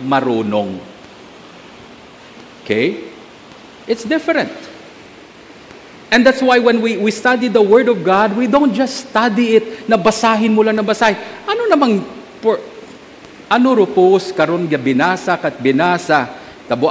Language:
Filipino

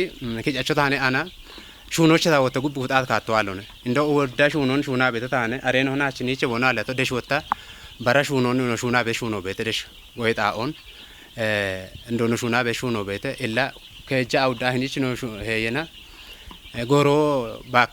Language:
Kafa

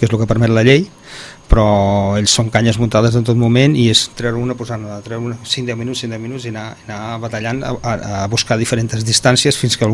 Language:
Catalan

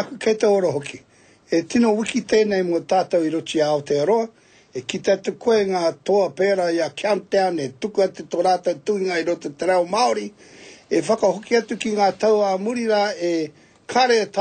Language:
Māori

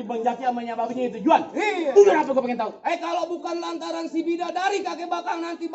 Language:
Betawi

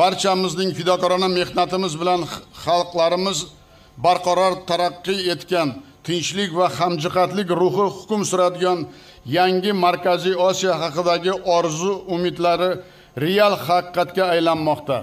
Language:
Uzbek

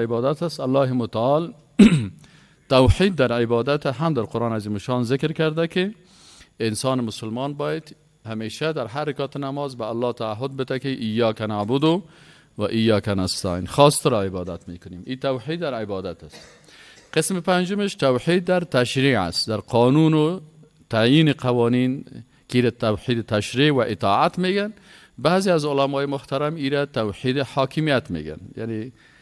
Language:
Persian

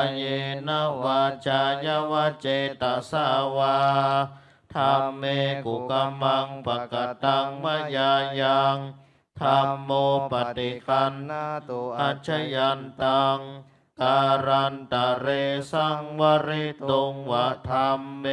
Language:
Pali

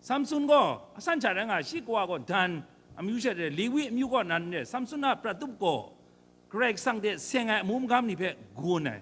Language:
Kachin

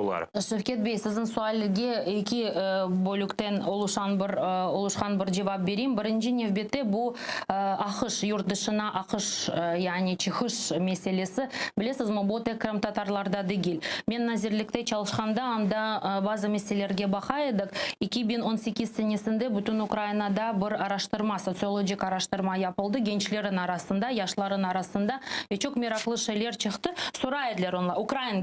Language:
Crimean Tatar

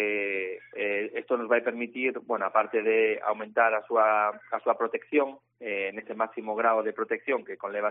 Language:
Galician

